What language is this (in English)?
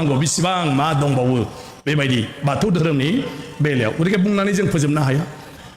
Bodo